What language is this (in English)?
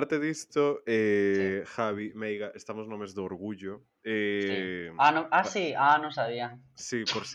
Galician